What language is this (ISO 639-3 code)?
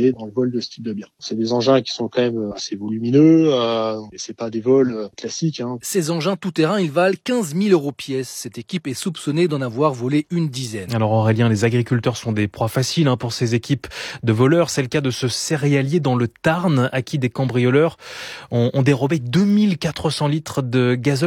fra